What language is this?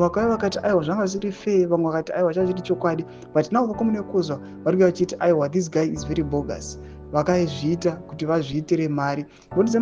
Shona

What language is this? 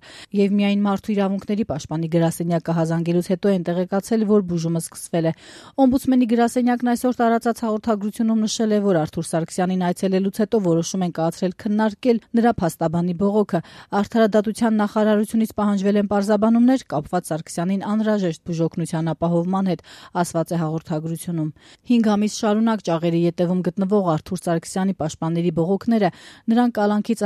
Armenian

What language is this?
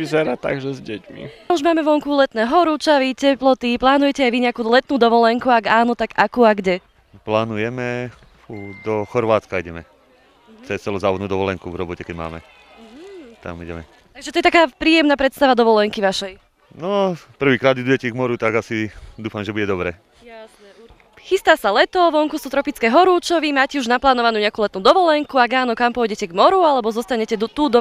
Slovak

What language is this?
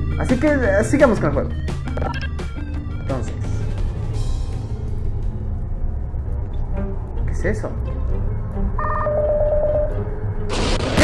Spanish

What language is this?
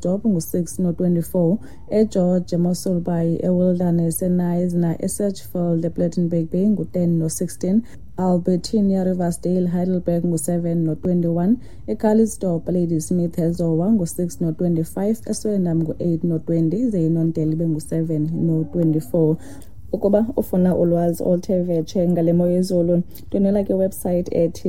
Xhosa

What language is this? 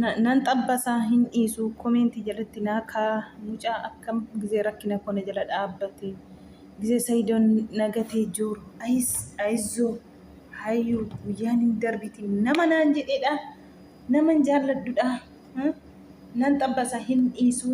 Oromo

